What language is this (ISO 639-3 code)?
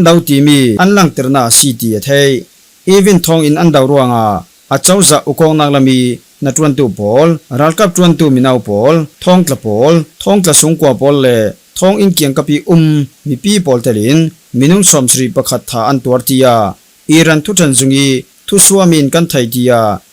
cfm